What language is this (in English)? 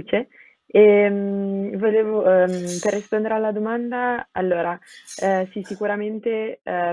Italian